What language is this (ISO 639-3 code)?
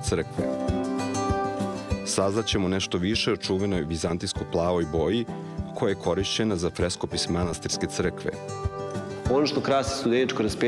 srp